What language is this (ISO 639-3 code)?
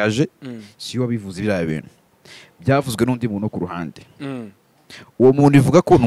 kin